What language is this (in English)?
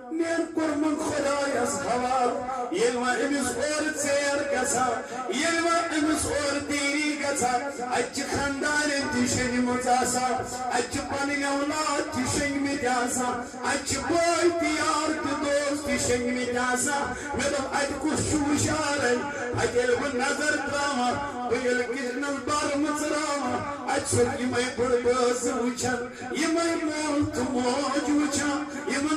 Kashmiri